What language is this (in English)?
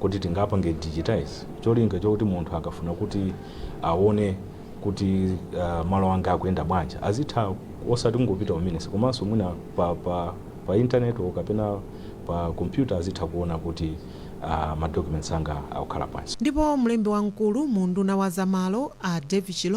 Nyanja